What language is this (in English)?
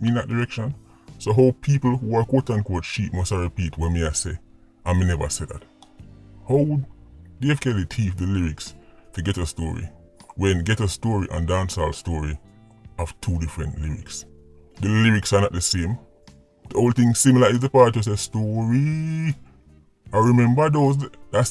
Jamaican Creole English